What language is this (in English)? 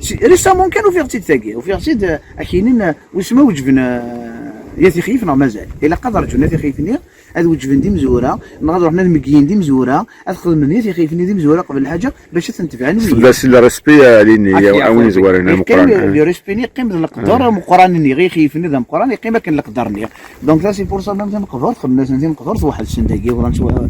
Kabyle